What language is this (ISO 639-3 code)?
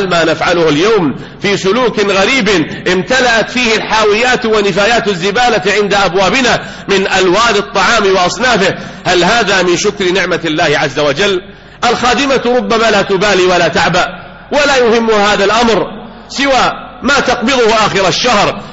ara